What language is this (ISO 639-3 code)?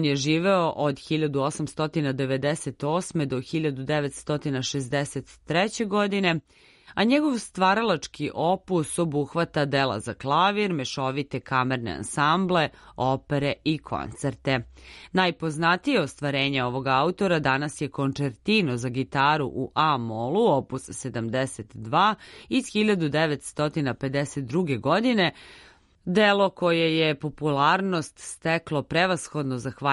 srp